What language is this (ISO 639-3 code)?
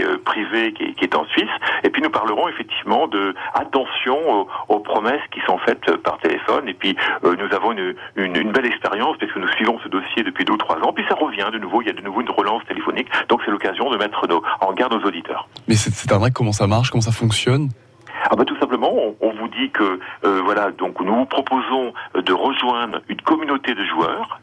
fra